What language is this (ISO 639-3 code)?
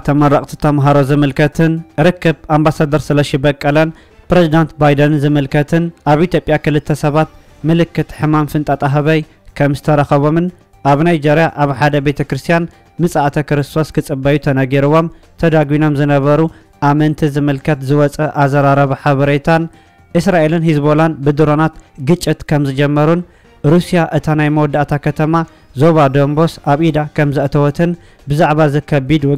tir